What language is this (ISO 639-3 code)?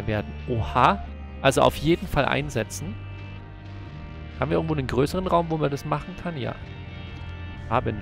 deu